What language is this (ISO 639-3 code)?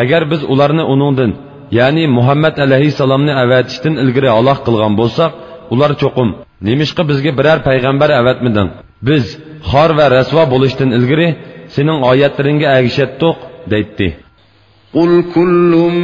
uig